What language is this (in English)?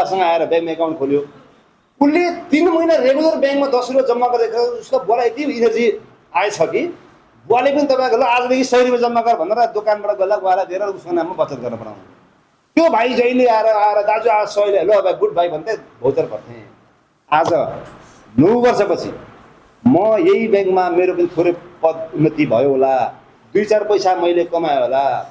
Nepali